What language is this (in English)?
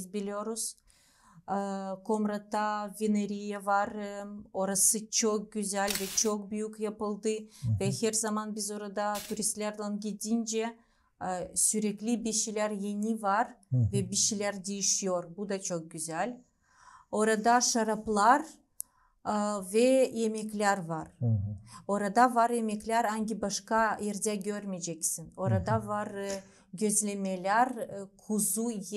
Gagauz